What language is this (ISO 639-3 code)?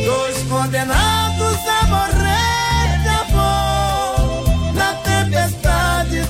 por